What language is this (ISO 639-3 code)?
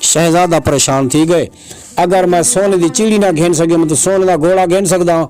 skr